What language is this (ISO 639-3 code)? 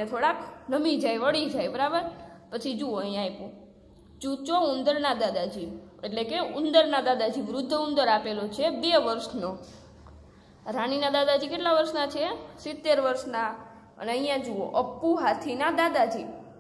guj